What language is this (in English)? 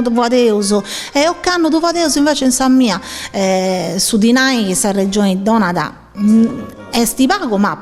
Sardinian